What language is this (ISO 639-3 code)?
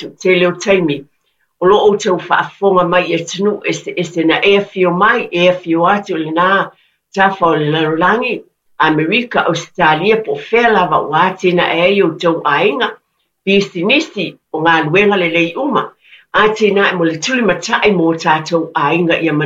smo